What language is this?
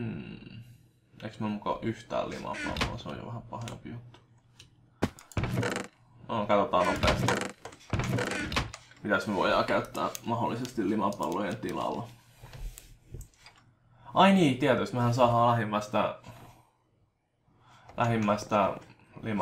Finnish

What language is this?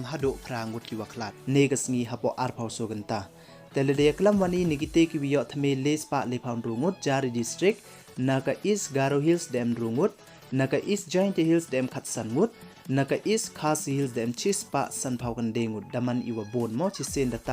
Pnar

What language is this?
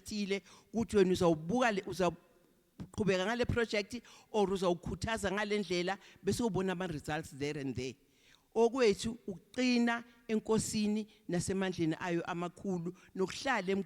Zulu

